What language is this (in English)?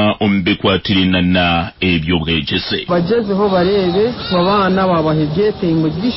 Nyankole